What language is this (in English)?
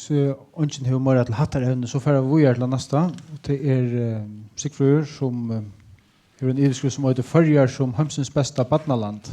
Faroese